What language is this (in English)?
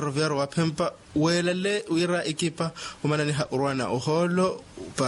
Makhuwa